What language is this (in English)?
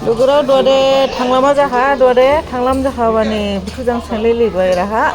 Dimasa